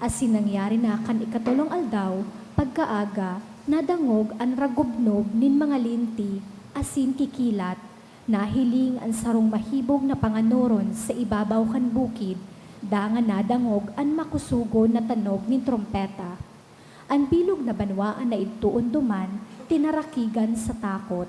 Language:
Bikol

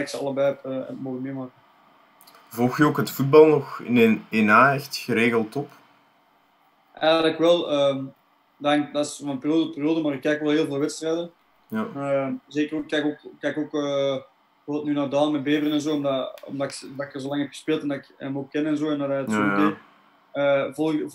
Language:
Dutch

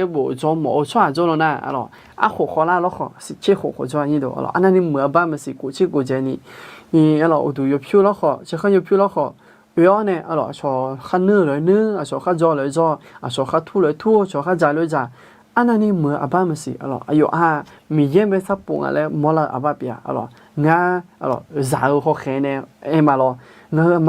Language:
Akha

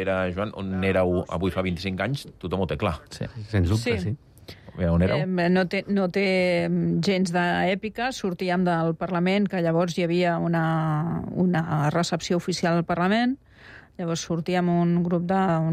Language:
Catalan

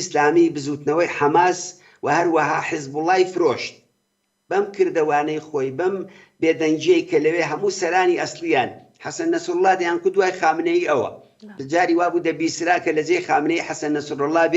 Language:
Central Kurdish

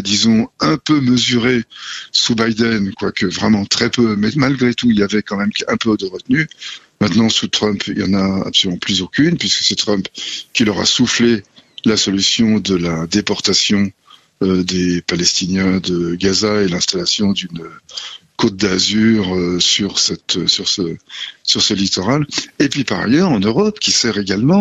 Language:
French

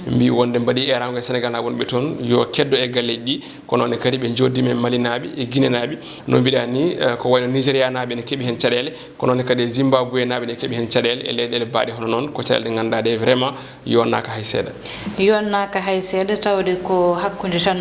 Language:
Fula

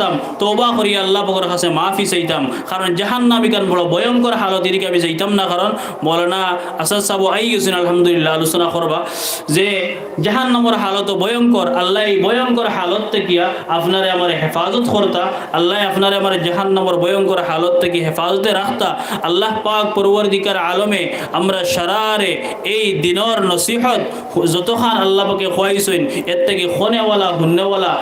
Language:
Sylheti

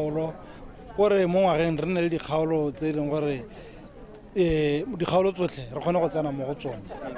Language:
Tswana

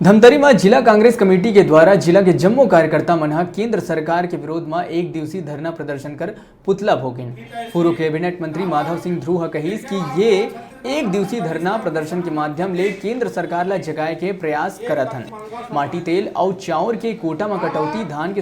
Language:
Chhattisgarhi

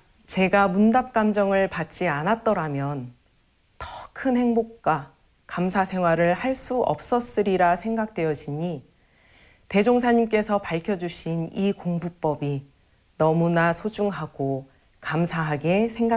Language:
Korean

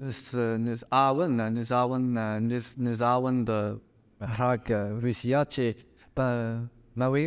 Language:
Breton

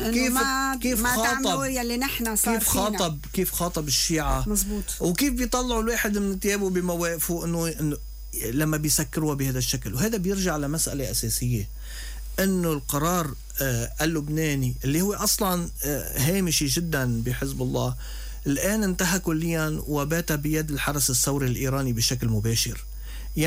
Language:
North Levantine Arabic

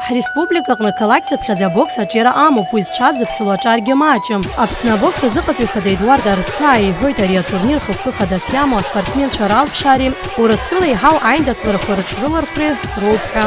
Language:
Abkhazian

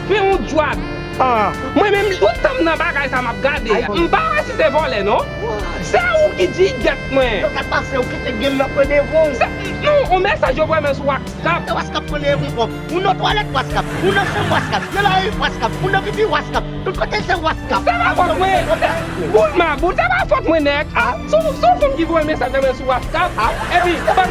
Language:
Haitian Creole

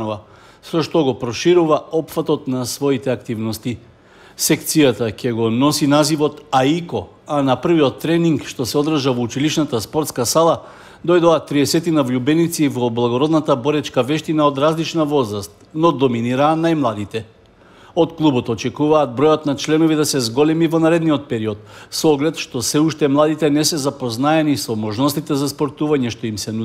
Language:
Macedonian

